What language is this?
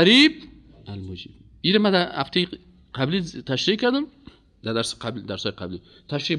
Persian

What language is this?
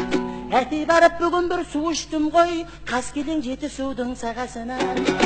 Kazakh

